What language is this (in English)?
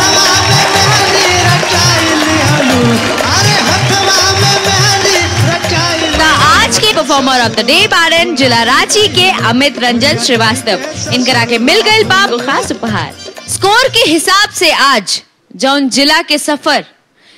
Bhojpuri